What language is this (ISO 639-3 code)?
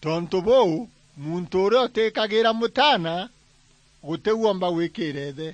mer